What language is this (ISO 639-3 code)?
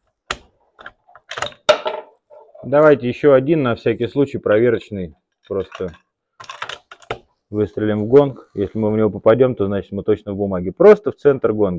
rus